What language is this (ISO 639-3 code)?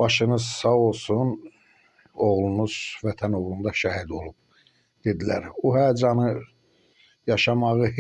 aze